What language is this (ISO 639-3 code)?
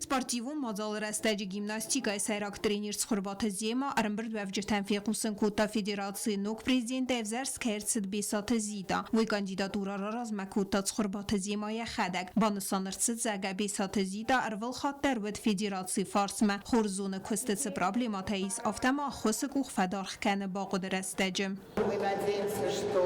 oss